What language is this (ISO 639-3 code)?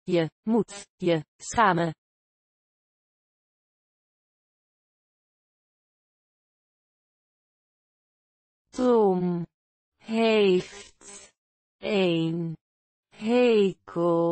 nld